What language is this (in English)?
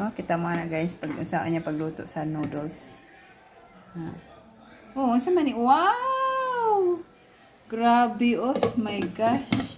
Cebuano